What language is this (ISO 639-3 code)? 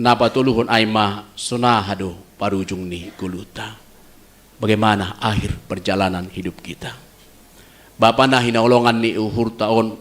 bts